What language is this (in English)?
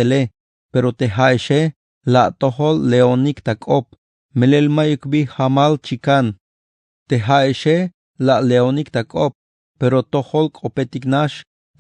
Tzeltal